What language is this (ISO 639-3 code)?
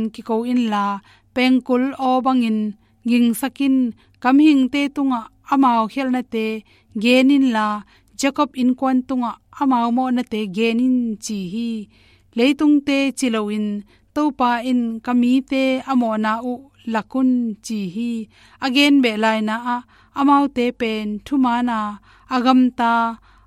ctd